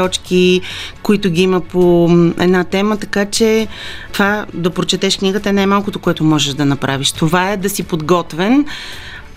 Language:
Bulgarian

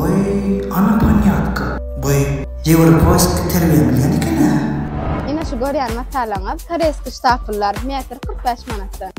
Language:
Turkmen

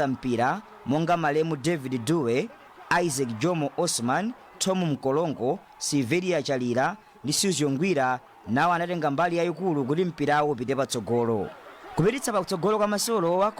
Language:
Nyanja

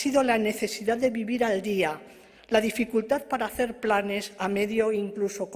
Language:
Ladino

